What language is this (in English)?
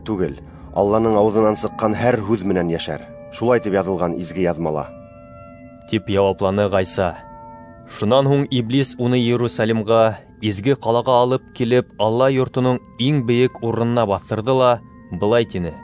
Bashkir